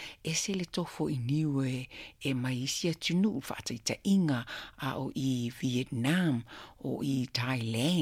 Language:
Samoan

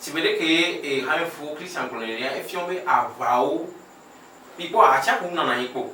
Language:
Ewe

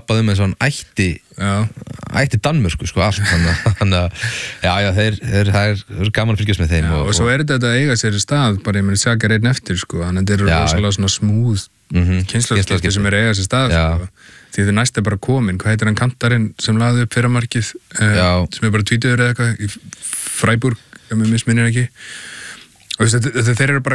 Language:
Icelandic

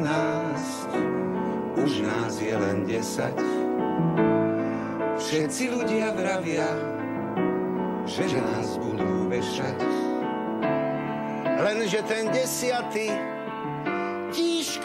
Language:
Slovak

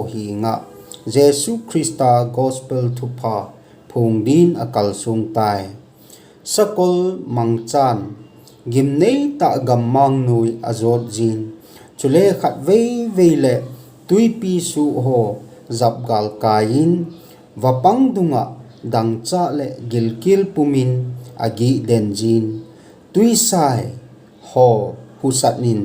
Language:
Thado Chin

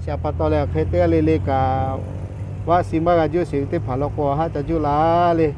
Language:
Lahu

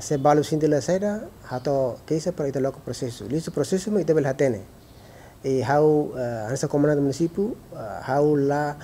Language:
Tetum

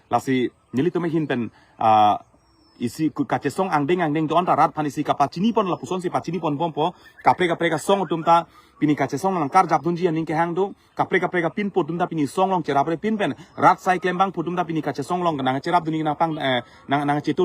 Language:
Karbi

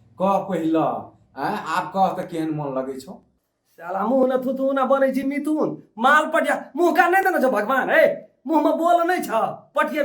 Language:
Maithili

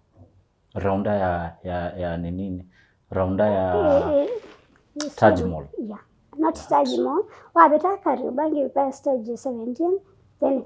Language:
Kamba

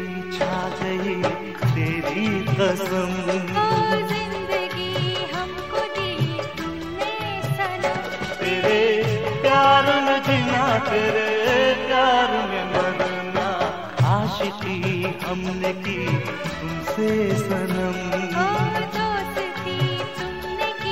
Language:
Hindi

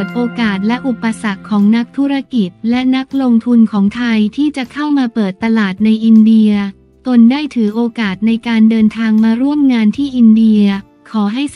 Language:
Thai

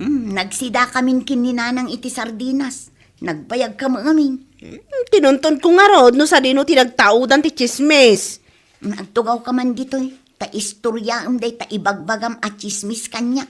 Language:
Iloko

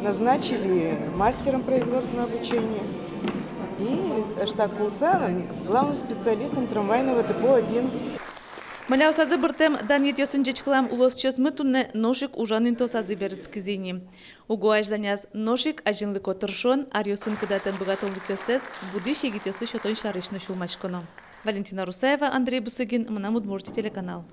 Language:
Udmurt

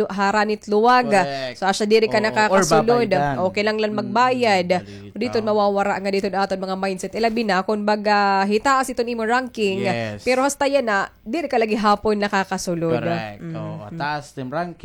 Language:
Waray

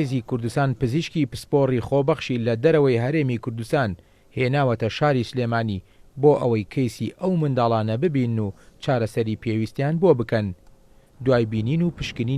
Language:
Central Kurdish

